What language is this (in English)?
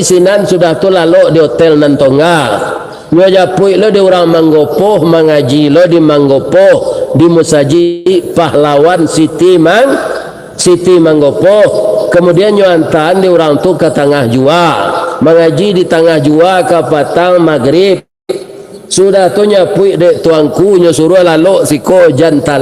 Minangkabau